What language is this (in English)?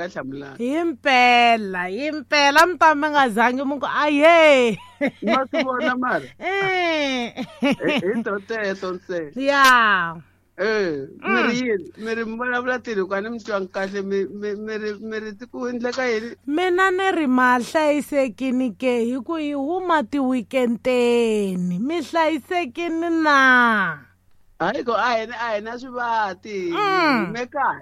Tsonga